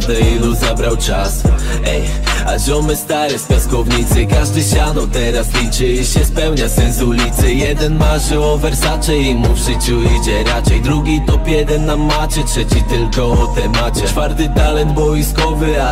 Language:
Polish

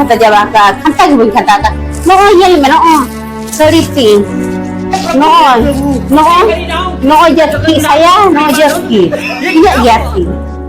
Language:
Santali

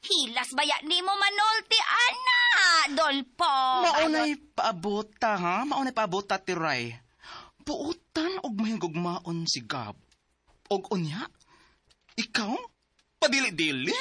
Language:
Cebuano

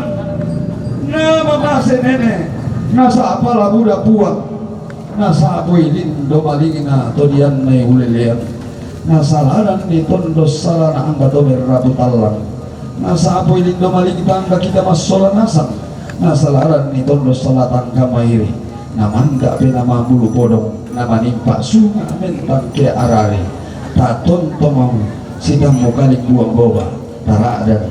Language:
Toraja-Sa'dan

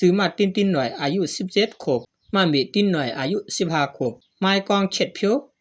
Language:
Shan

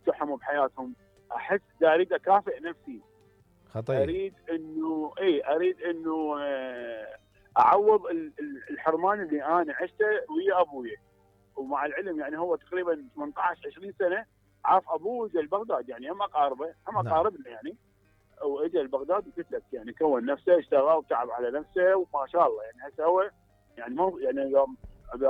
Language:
Mesopotamian Arabic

